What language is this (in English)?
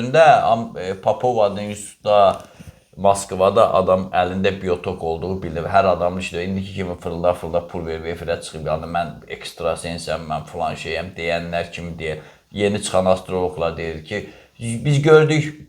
Azerbaijani